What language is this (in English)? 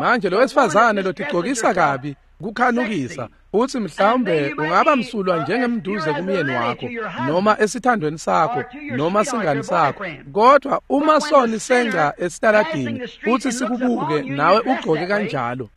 Swati